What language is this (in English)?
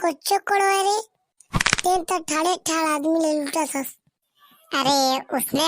Chhattisgarhi